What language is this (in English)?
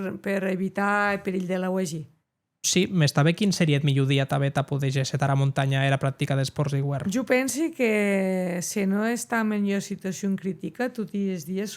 Occitan